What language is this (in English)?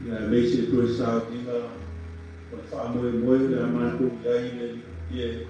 Samoan